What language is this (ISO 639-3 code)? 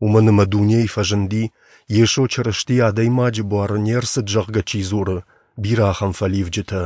oss